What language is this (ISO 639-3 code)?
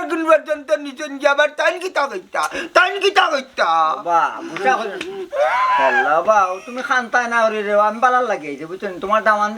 syl